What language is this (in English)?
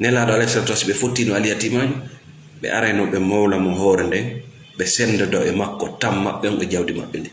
Fula